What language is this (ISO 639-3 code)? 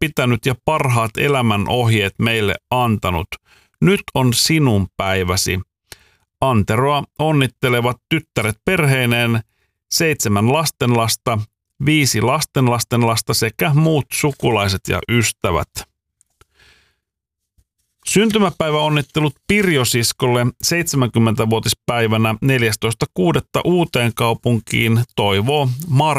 fin